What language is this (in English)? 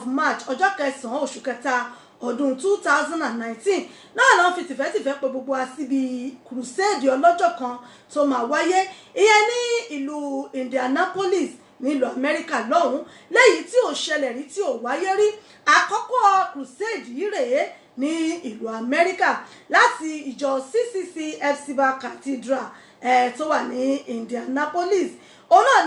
Yoruba